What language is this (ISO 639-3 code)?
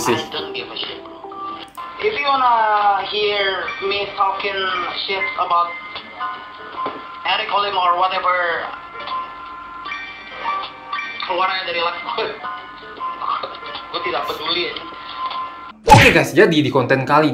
ind